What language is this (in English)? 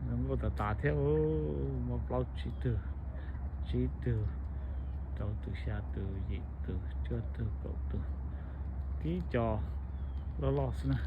Hmong